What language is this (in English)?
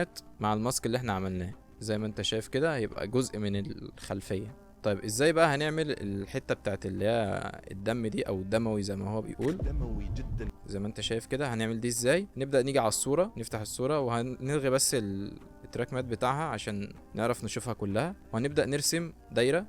Egyptian Arabic